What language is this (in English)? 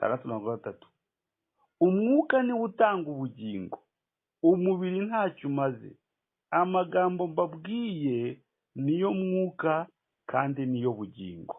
Kinyarwanda